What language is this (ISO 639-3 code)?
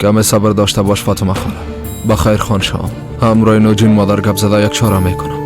fas